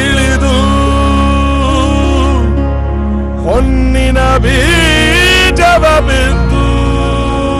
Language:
Kannada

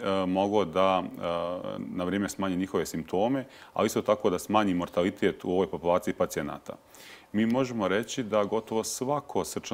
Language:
Bosnian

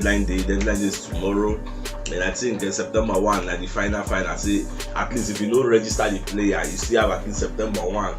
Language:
Nigerian Pidgin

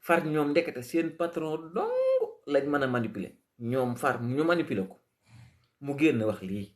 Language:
Wolof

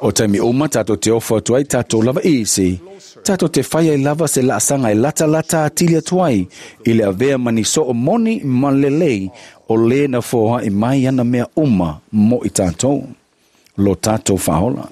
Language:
Samoan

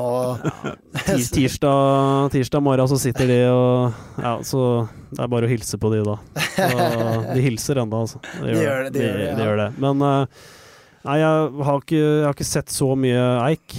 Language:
Norwegian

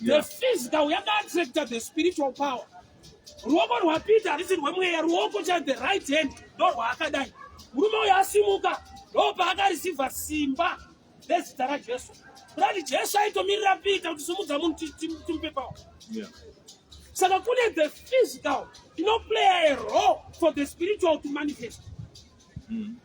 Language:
Shona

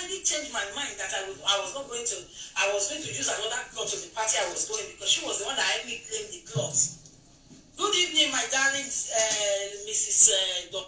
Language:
Nigerian Pidgin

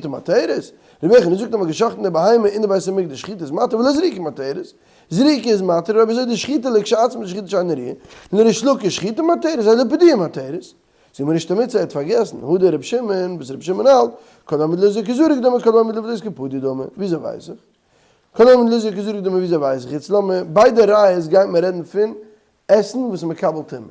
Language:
Yiddish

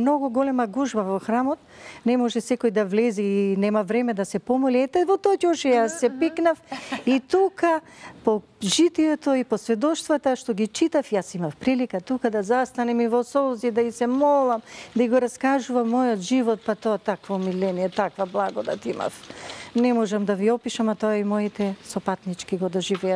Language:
Macedonian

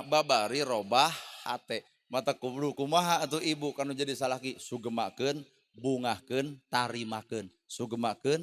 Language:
Sundanese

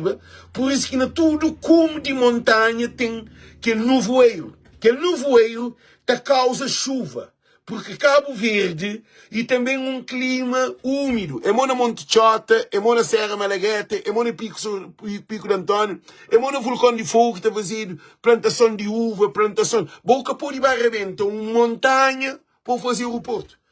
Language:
Kabuverdianu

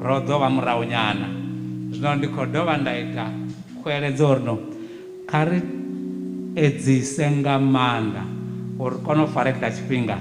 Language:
Venda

